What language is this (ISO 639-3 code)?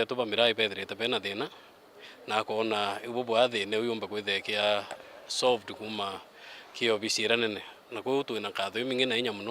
mer